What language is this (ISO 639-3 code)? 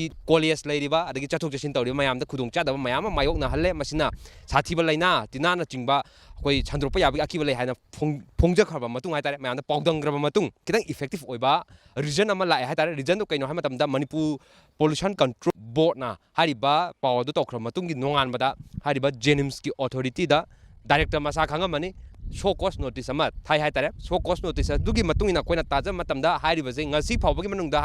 mni